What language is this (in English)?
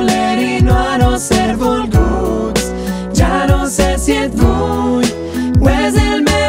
Catalan